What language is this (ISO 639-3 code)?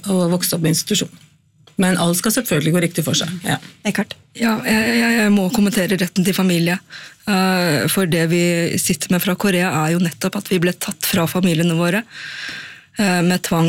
nor